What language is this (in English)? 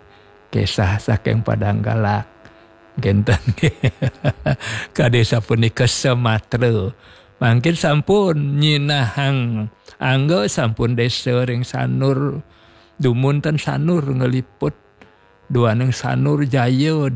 Balinese